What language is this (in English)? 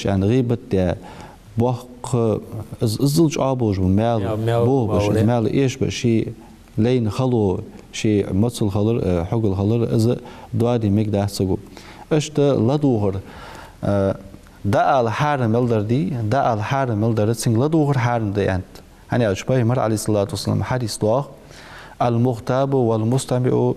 Ingush